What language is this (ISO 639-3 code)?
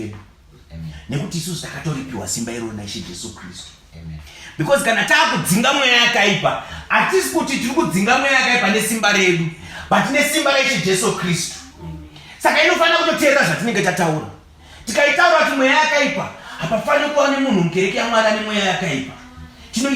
sna